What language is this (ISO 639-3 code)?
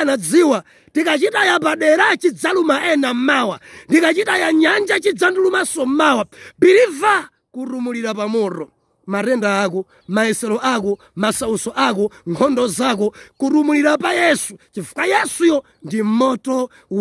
nya